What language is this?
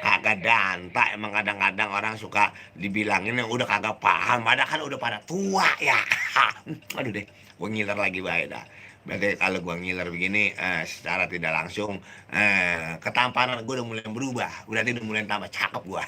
Betawi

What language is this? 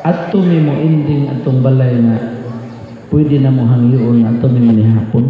Cebuano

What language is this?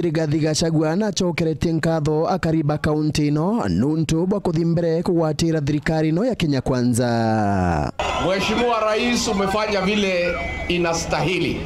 Meru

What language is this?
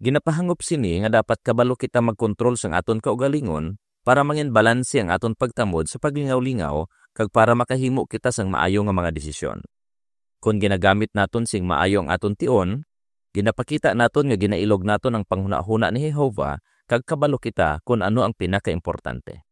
Hiligaynon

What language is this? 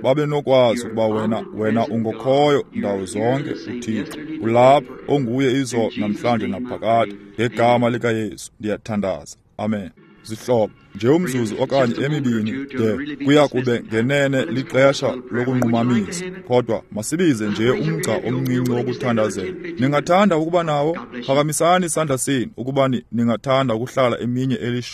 Xhosa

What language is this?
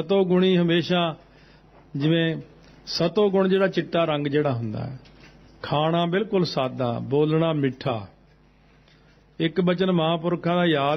Punjabi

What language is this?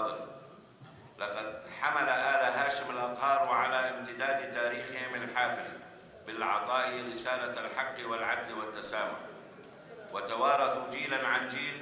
Arabic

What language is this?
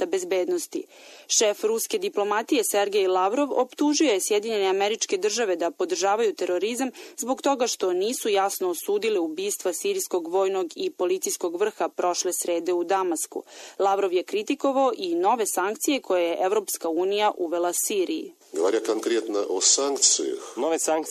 Serbian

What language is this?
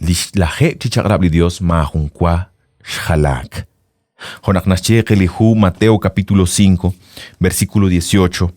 Kekchí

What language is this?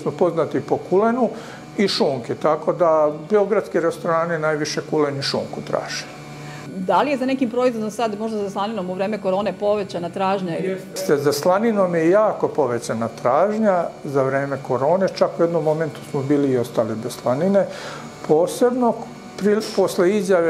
Serbian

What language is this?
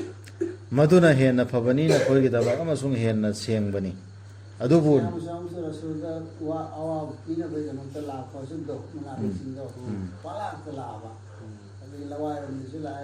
Manipuri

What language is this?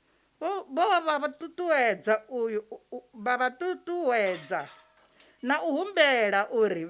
Venda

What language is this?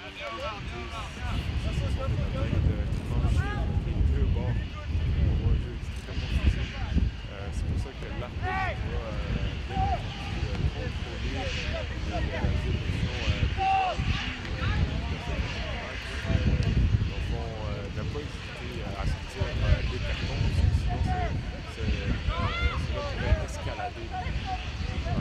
French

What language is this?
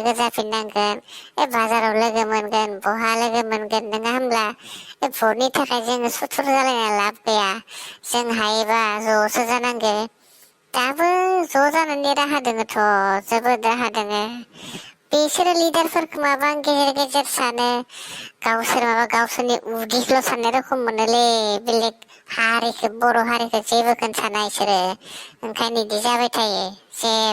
Bodo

